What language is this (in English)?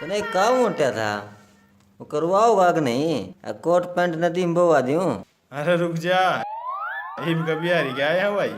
Haryanvi